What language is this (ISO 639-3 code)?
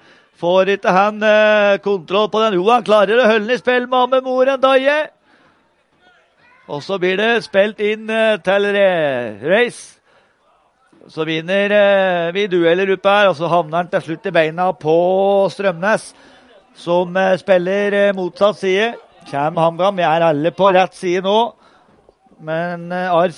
nor